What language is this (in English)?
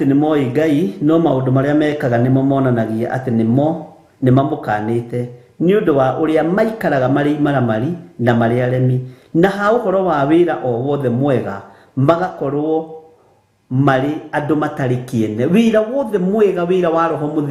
Kikuyu